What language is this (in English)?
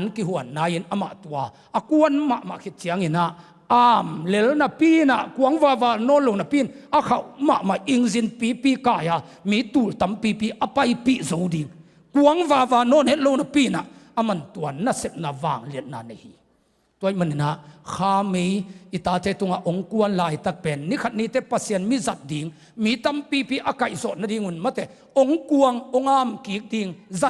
Tedim Chin